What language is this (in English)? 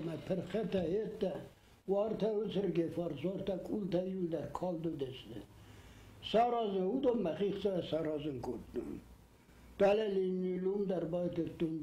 Ossetic